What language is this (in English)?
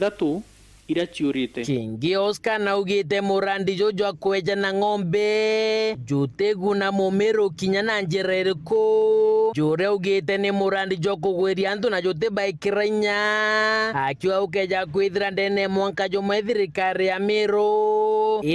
Meru